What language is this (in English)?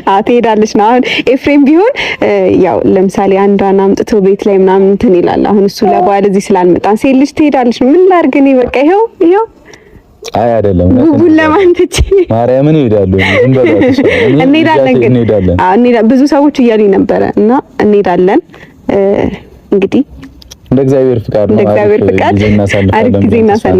Amharic